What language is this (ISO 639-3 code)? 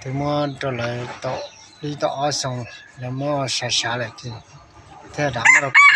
hmn